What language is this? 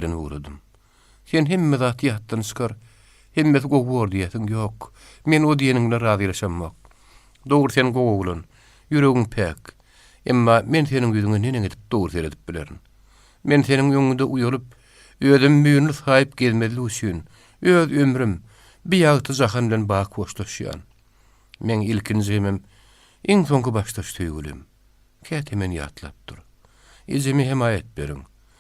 Turkmen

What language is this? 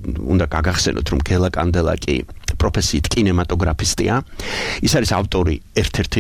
Georgian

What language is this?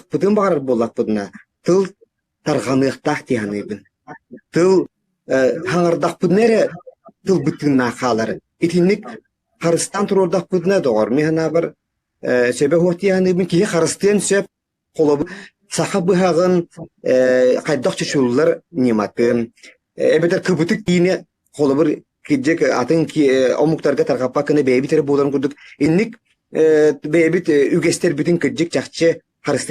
Yakut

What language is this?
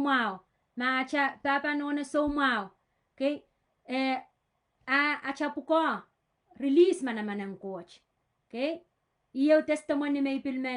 Pohnpeian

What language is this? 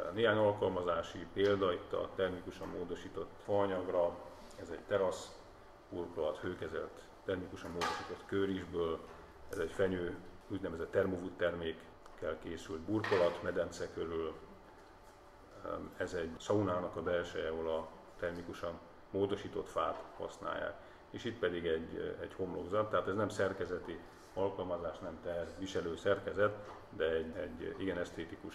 Hungarian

